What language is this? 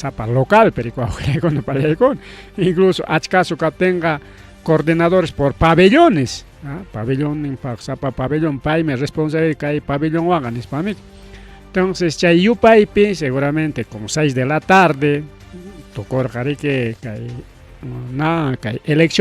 Ayacucho Quechua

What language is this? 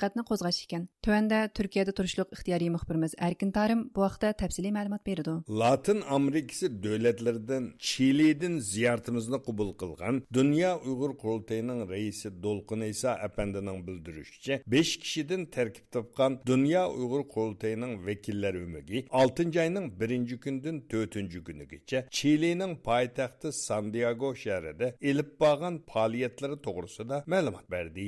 Uyghur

